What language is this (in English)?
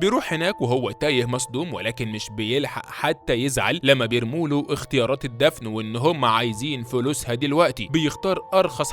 Egyptian Arabic